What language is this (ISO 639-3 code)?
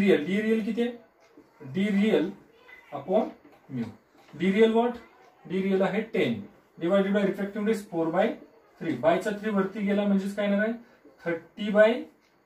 mar